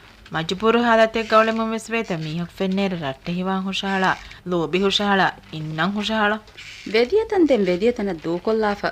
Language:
Divehi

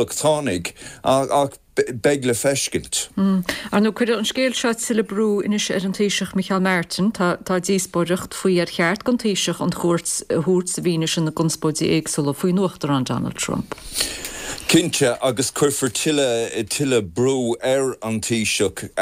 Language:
Irish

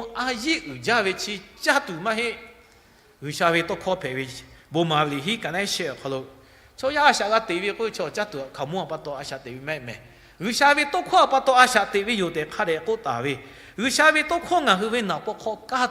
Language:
Lahu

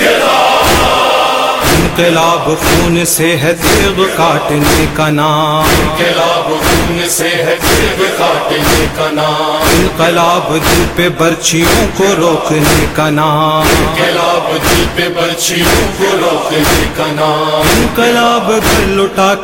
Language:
Urdu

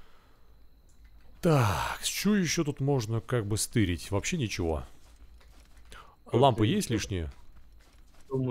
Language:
Russian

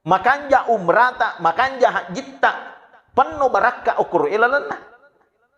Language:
Buginese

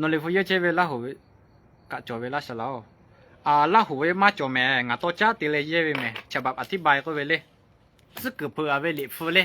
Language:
Lahu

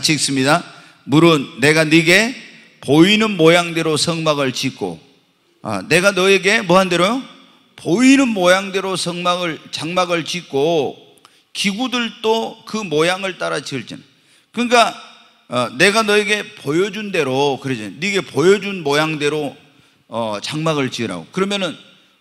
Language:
Korean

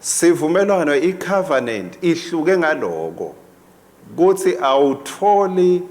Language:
Swati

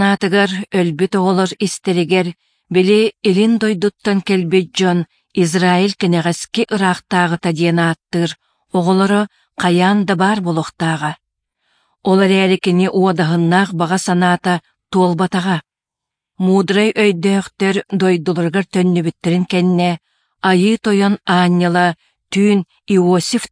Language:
Yakut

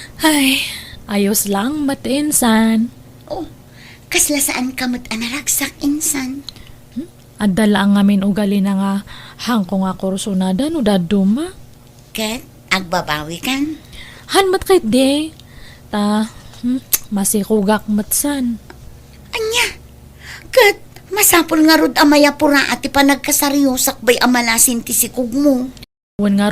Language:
Iloko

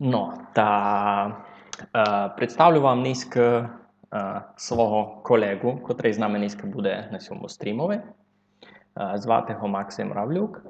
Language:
Rusyn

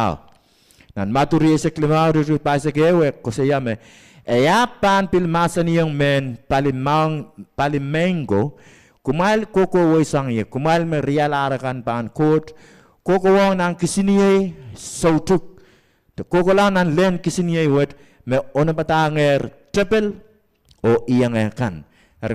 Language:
Pohnpeian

